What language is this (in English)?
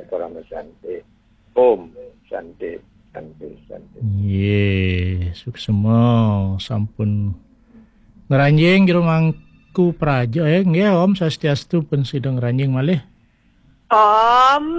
Balinese